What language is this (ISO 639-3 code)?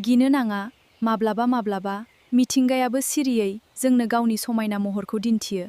brx